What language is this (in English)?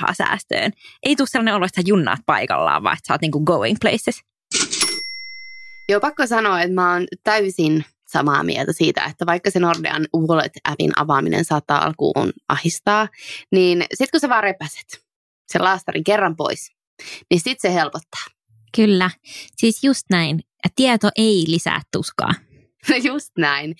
Finnish